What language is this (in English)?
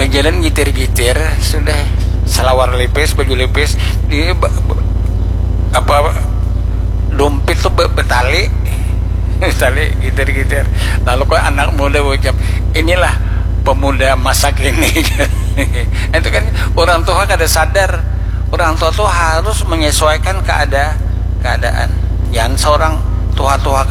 Banjar